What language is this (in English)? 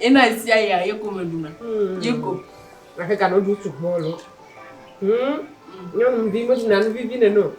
Ewe